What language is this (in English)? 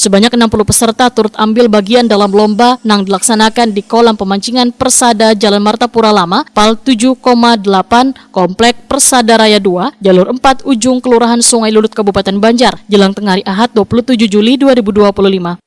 Banjar